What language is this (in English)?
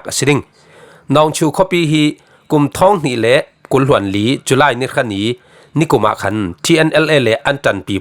Falam Chin